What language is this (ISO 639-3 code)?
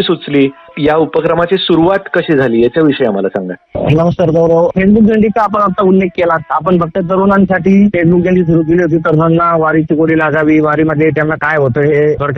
mar